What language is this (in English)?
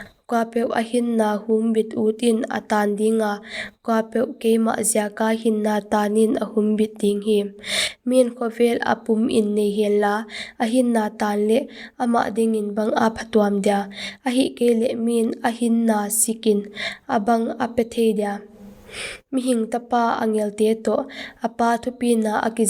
Paite Chin